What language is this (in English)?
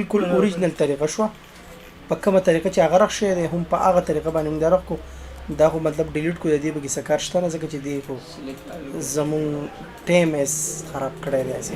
Pashto